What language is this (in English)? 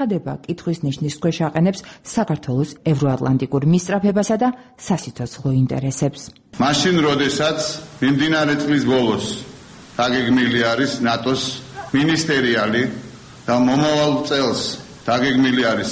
Georgian